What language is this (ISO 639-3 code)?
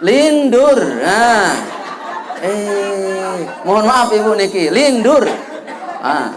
sas